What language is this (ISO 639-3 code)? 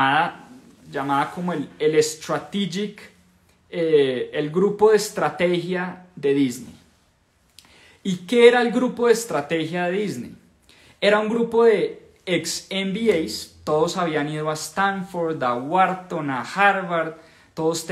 spa